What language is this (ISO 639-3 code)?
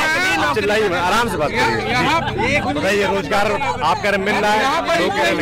hin